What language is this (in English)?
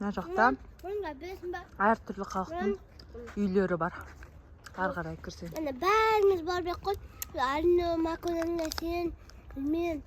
Kazakh